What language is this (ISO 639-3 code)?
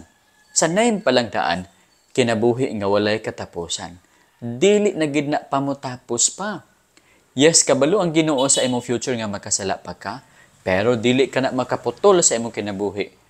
ceb